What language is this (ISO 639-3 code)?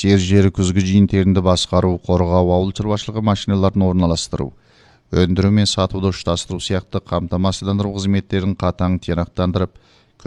kaz